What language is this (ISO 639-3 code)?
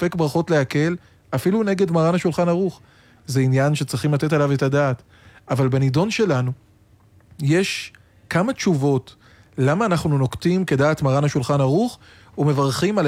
heb